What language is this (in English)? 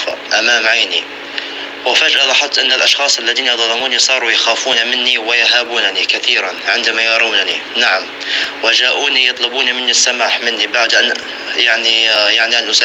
North Levantine Arabic